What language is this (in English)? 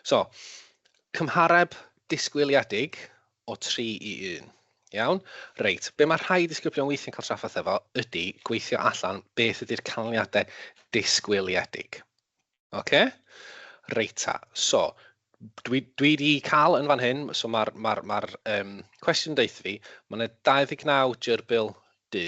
Welsh